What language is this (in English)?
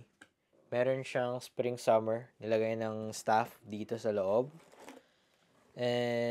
Filipino